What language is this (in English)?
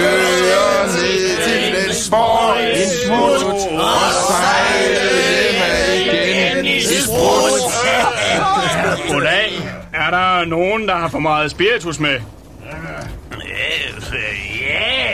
Danish